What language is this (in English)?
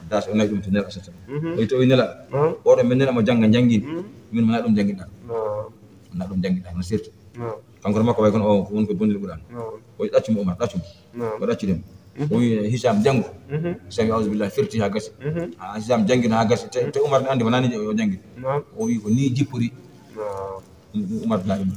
Fula